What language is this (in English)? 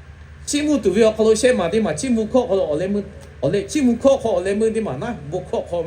Lahu